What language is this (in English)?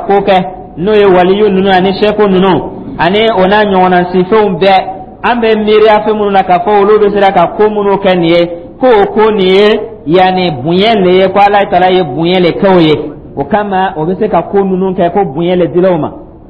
Dyula